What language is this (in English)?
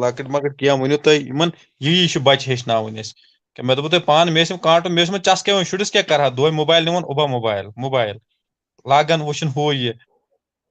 Kashmiri